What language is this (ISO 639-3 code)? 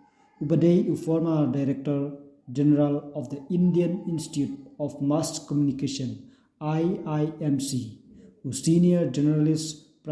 kha